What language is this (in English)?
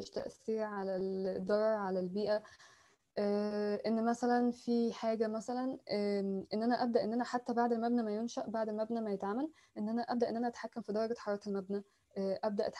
Egyptian Arabic